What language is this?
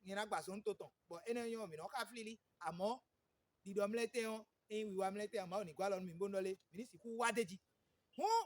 Fon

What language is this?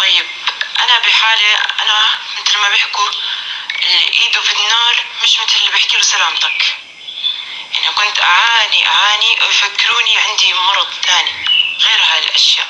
North Levantine Arabic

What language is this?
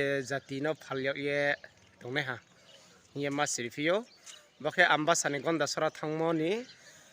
Riang (India)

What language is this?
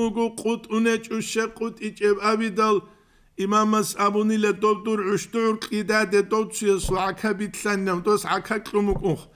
Avaric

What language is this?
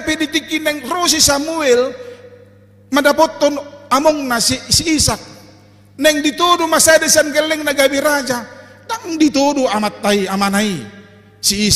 Batak Toba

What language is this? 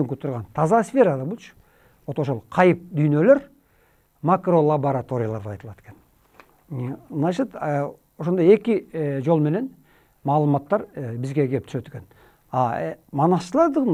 Kyrgyz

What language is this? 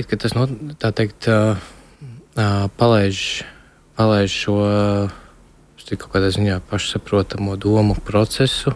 Latvian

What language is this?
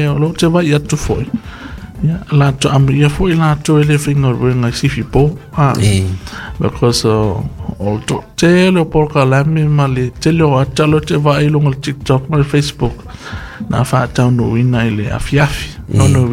Samoan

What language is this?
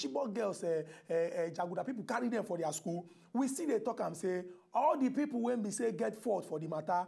Nigerian Pidgin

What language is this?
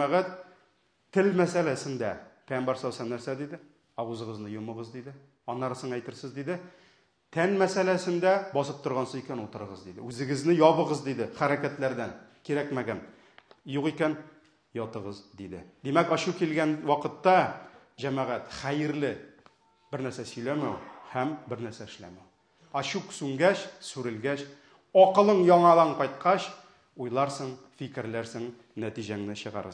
Tatar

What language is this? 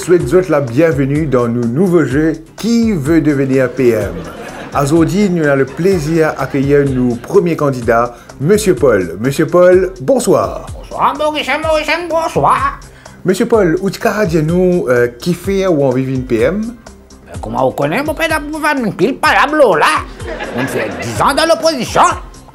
Morisyen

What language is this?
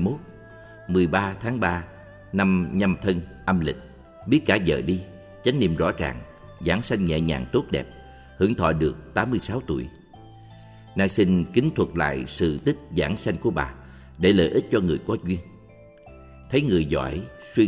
Vietnamese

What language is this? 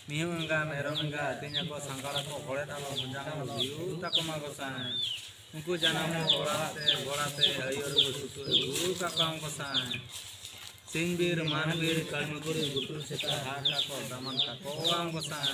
Santali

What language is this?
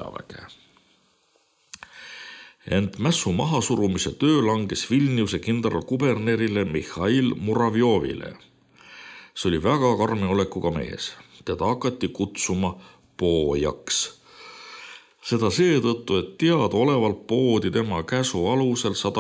Estonian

